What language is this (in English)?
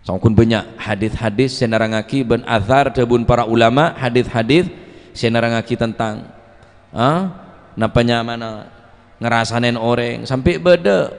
Madurese